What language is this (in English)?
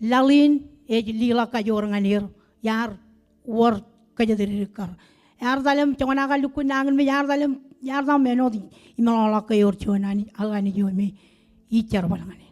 Marshallese